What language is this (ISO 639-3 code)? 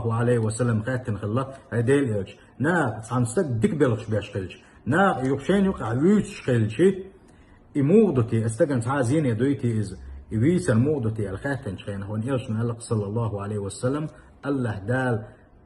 che